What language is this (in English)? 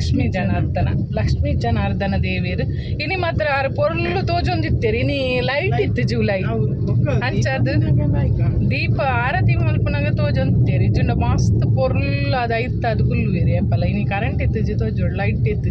Tulu